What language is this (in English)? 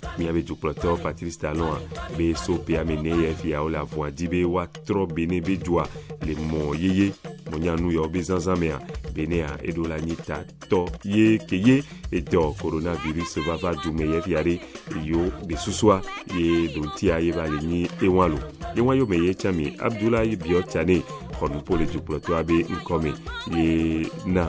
Ewe